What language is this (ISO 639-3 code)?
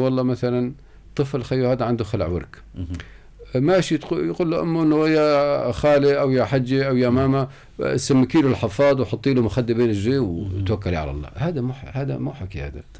apc